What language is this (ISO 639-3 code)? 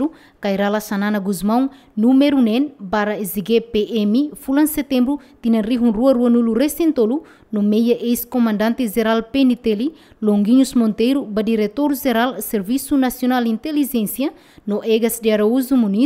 tet